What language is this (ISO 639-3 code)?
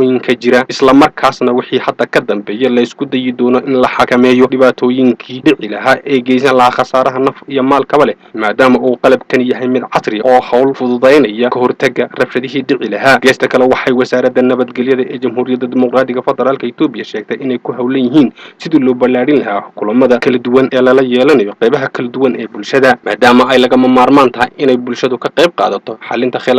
som